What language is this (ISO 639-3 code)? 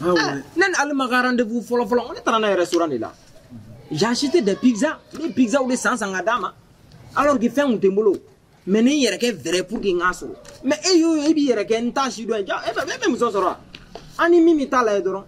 bam